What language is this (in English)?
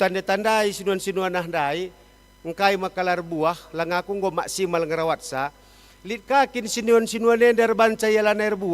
Batak Karo